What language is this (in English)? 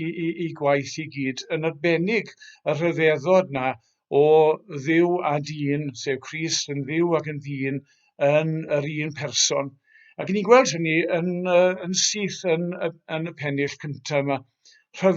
Welsh